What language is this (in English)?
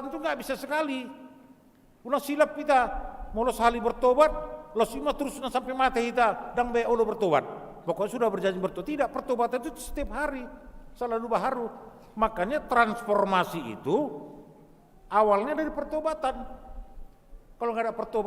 Batak Toba